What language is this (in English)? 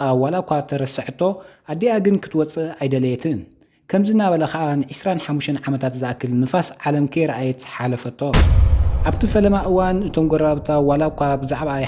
Tigrinya